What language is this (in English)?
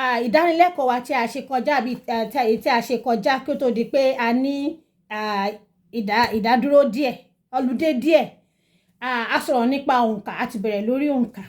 Yoruba